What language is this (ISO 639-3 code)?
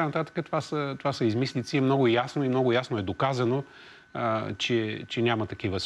bul